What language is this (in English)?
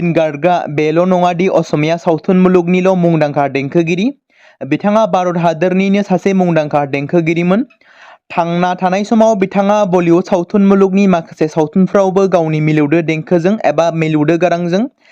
Bodo